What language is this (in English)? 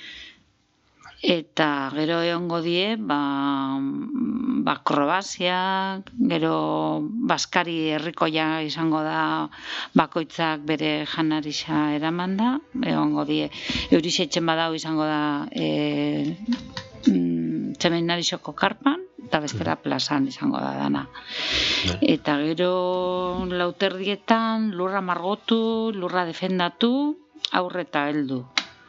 Basque